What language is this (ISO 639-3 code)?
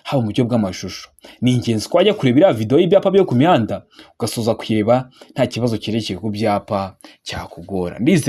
kin